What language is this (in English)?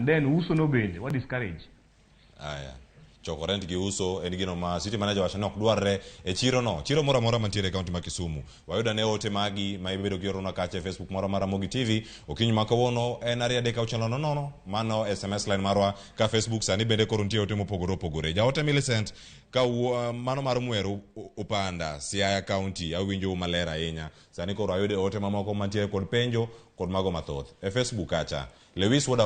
Luo (Kenya and Tanzania)